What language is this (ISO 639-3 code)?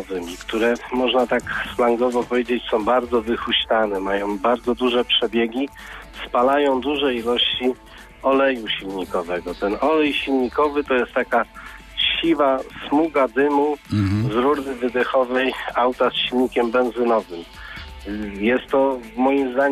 pol